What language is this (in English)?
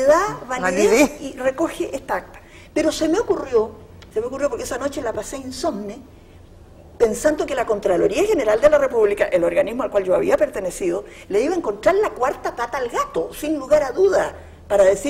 Spanish